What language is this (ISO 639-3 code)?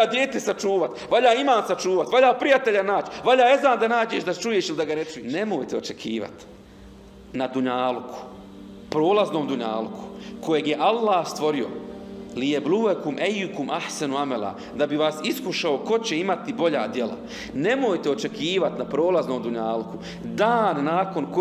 bos